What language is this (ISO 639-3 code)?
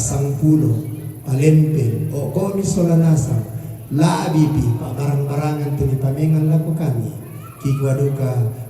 sda